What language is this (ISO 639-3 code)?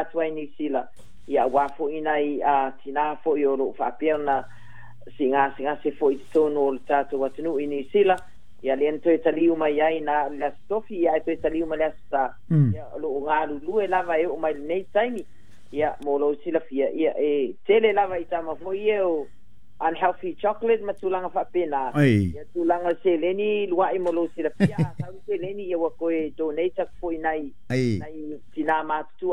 smo